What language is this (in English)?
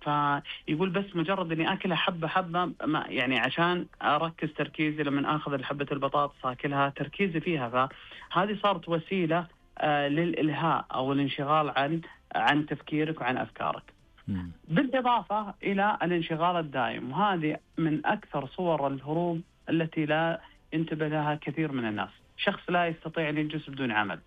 Najdi Arabic